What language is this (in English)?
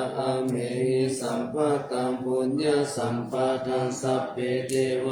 Pali